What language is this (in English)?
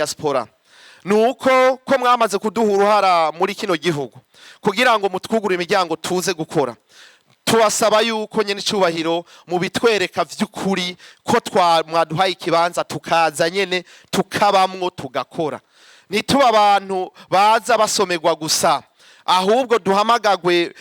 Rundi